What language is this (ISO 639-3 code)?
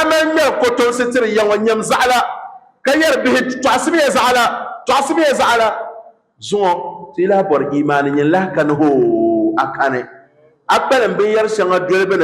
dag